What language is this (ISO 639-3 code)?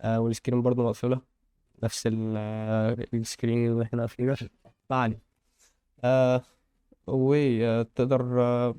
arz